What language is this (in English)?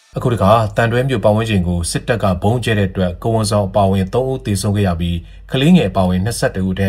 Burmese